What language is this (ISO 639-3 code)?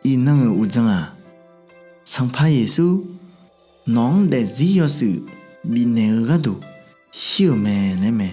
ahk